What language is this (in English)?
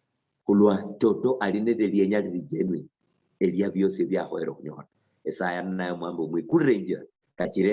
Luyia